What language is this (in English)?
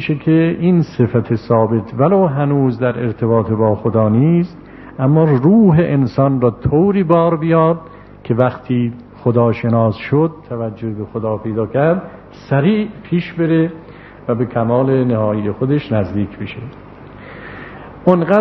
Persian